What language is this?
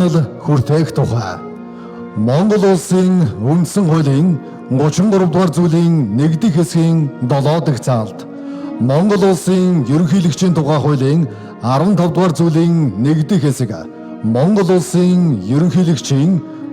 Mongolian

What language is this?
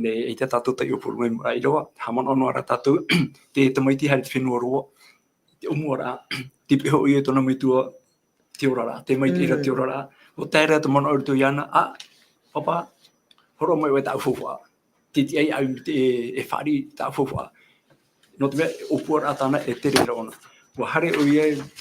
Tahitian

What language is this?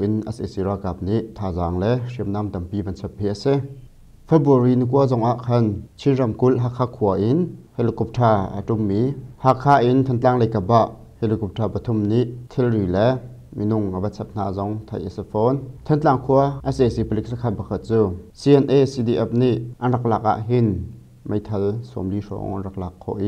Hakha Chin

